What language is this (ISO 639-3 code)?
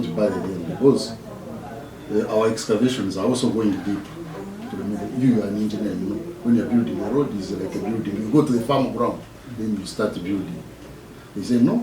nyn